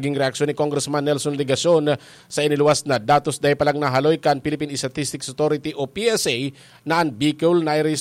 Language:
Bikol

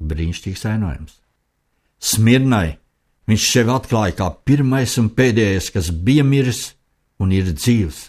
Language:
Latvian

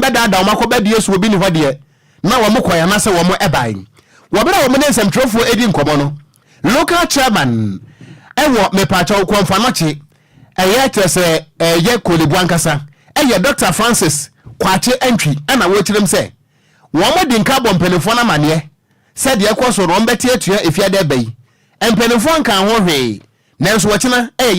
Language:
Akan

